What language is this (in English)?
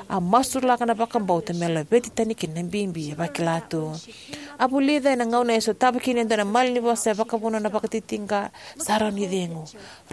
Fijian